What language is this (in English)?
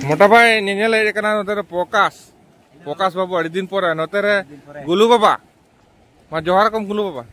Santali